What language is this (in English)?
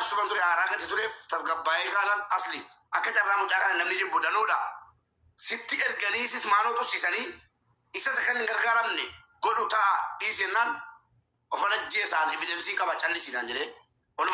Oromo